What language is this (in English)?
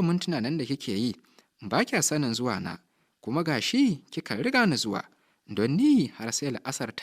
Hausa